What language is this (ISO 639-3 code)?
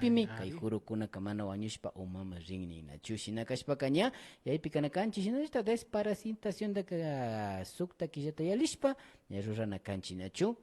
qvi